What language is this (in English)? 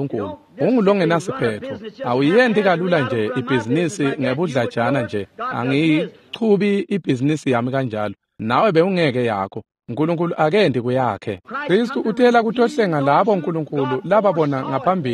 Swati